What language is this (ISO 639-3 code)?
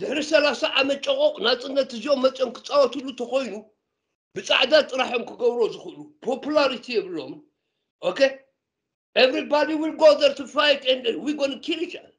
tir